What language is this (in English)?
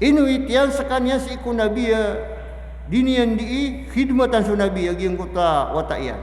Maranao